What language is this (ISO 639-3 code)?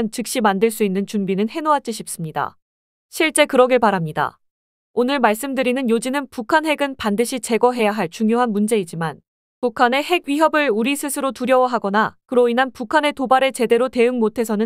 kor